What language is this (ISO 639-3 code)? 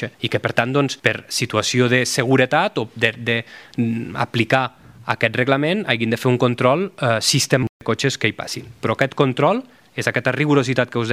cat